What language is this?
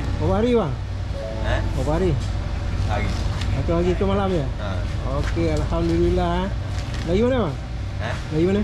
Malay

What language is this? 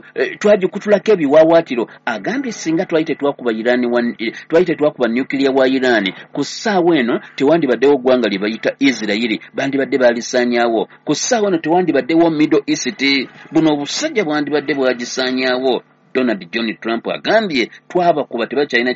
Ganda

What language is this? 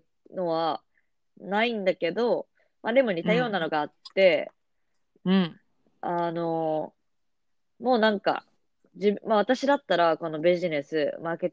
Japanese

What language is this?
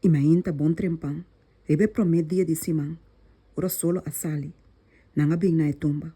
Papiamento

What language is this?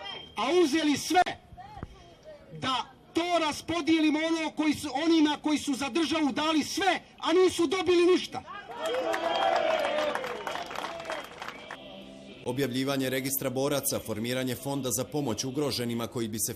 Bosnian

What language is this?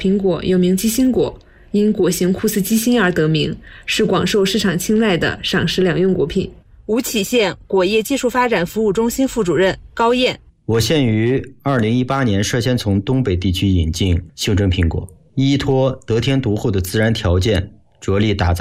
Chinese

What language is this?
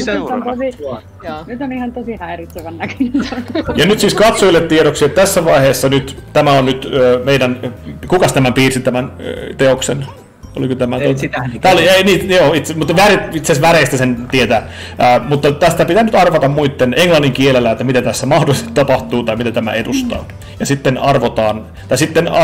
Finnish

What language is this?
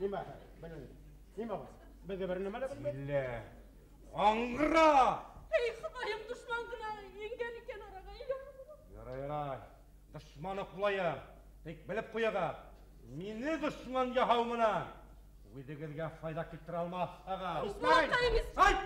Bashkir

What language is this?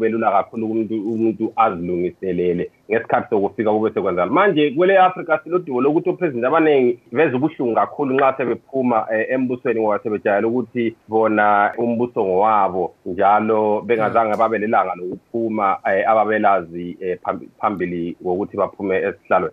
North Ndebele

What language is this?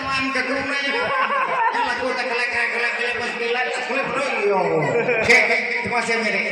Iban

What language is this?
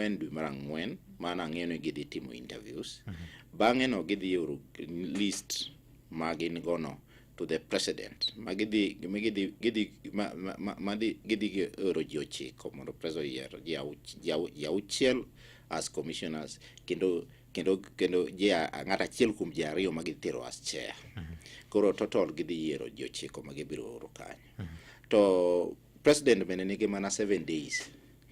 Luo (Kenya and Tanzania)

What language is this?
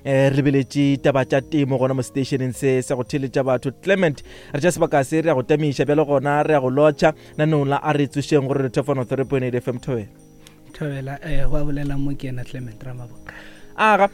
Northern Sotho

